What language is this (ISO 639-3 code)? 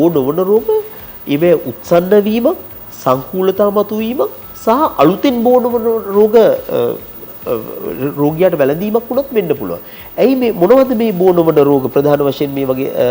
sin